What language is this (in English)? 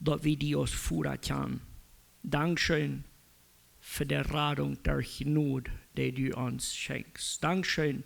Plautdietsch